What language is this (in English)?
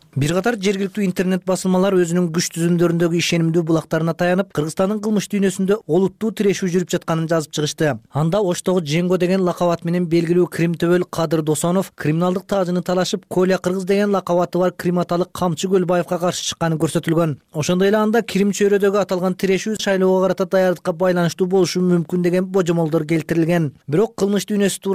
Kyrgyz